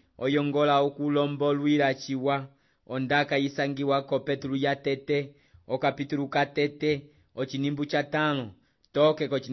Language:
Umbundu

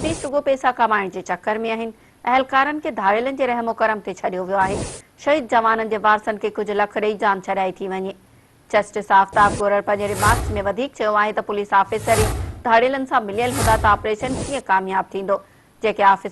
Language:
Sindhi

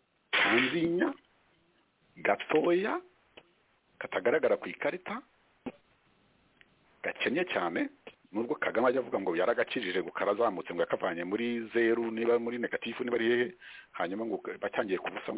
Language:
Kinyarwanda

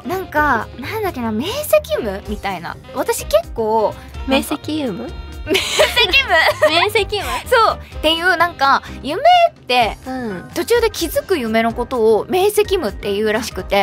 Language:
Japanese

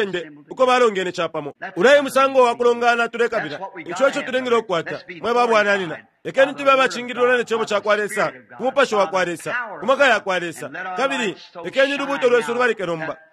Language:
Bemba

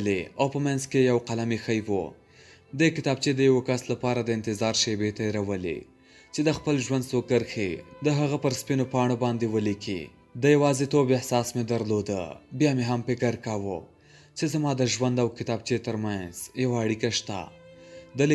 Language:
Pashto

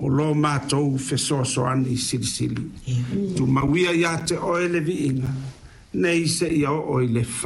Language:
Samoan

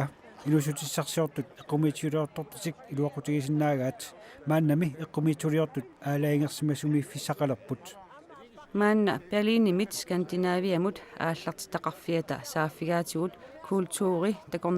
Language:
Kalaallisut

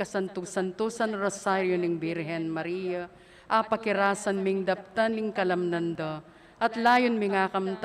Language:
Pampanga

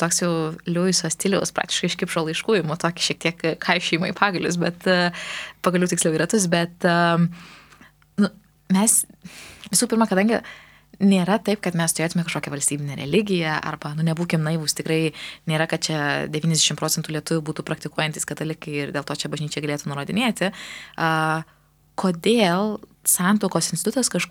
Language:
Lithuanian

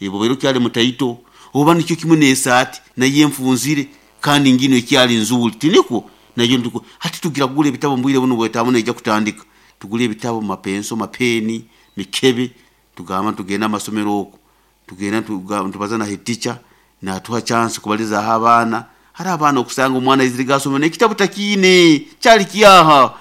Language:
Nyoro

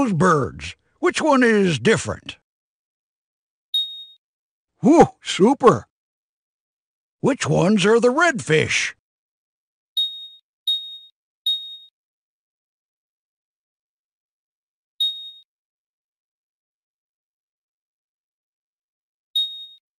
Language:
English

